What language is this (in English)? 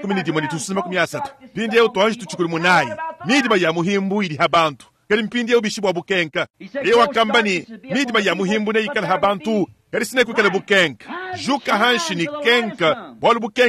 Luba-Lulua